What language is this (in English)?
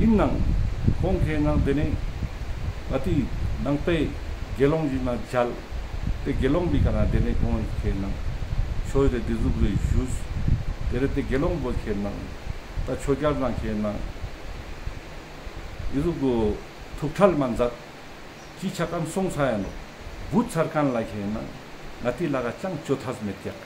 Ladakhi